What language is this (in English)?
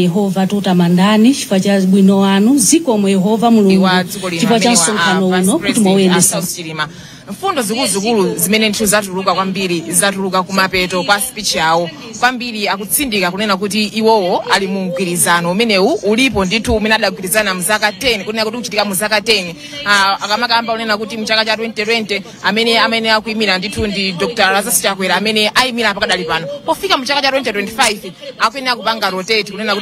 Nyanja